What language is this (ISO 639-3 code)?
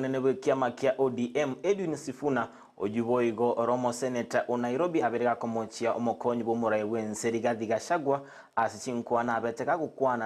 guz